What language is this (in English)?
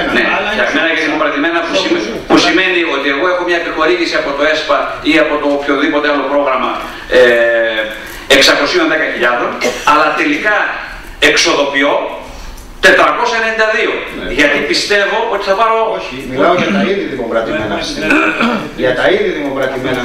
Greek